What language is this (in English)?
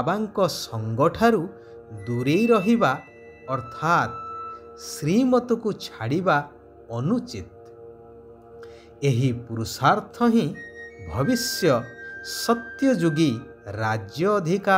Odia